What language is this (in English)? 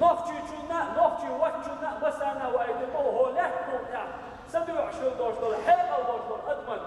Chechen